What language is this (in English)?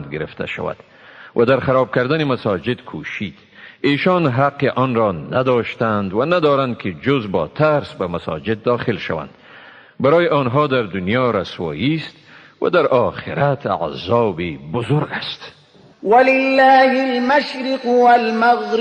Tajik